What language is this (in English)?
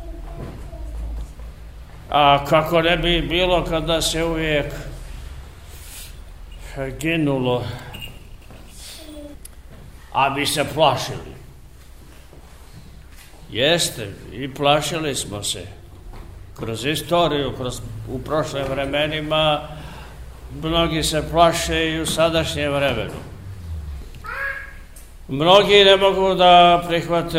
Serbian